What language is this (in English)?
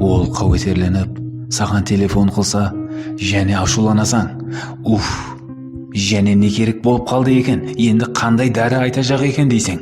Kara-Kalpak